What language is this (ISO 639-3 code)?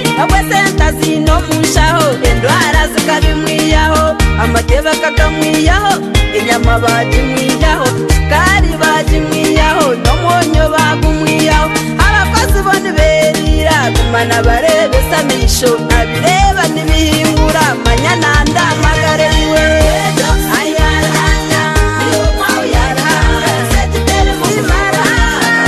kin